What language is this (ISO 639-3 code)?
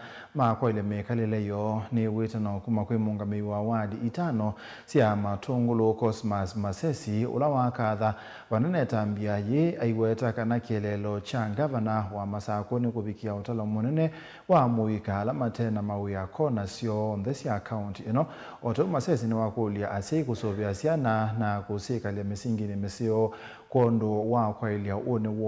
kam